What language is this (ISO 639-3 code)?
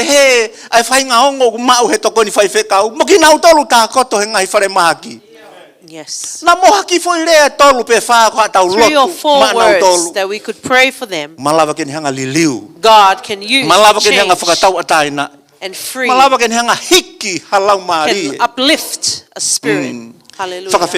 ton